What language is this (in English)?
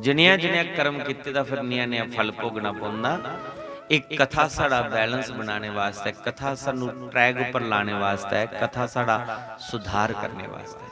Dogri